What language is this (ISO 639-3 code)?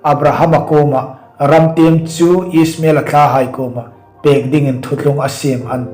hmr